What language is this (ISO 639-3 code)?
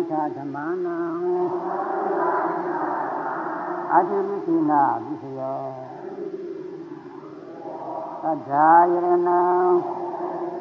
mya